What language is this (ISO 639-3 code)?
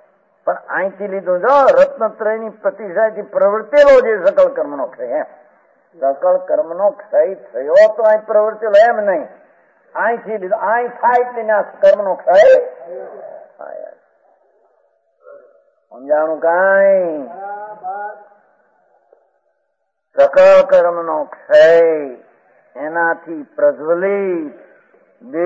guj